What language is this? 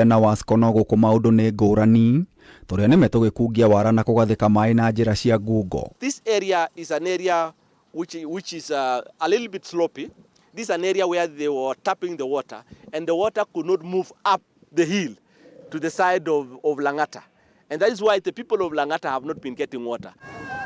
Kikuyu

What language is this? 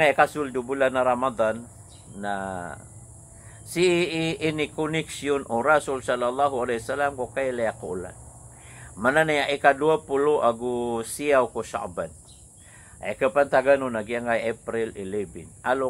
Maranao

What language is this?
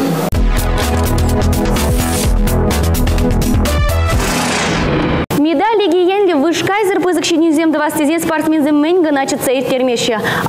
Chuvash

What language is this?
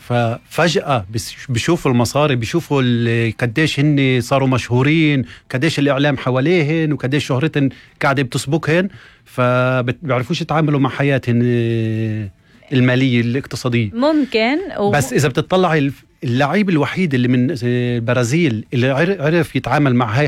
North Levantine Arabic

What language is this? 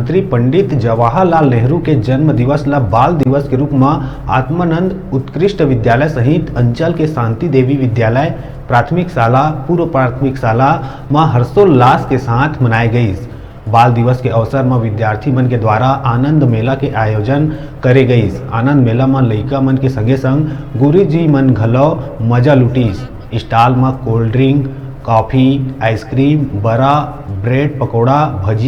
Chhattisgarhi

